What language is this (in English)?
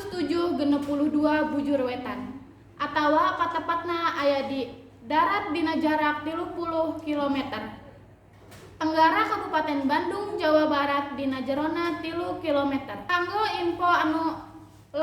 Sundanese